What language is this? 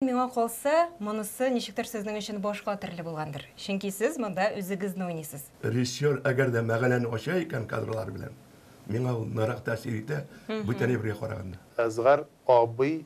Tatar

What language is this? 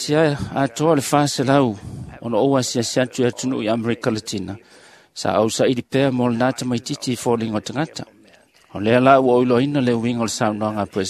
Samoan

